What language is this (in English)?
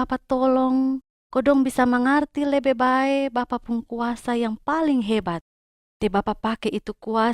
Kupang Malay